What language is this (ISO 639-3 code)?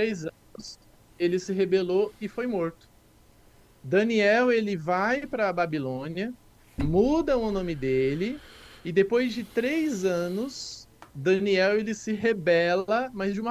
por